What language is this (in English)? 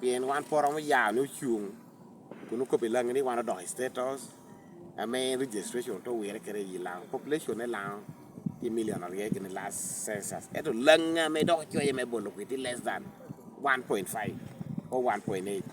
Lango (Uganda)